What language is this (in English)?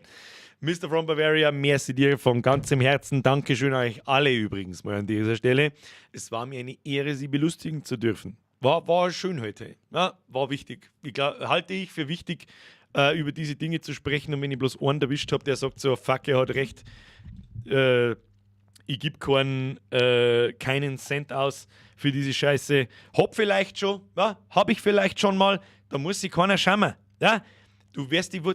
Bavarian